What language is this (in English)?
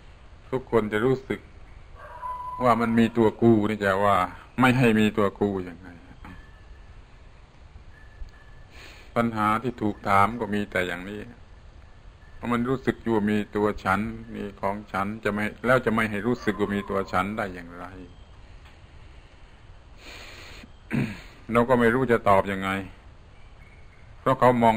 Thai